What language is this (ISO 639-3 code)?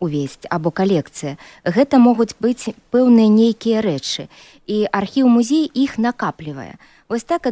bel